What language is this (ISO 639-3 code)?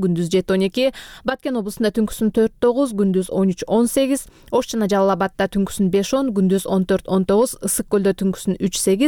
kir